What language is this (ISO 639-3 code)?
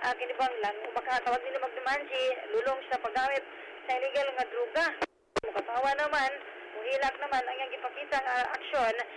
ceb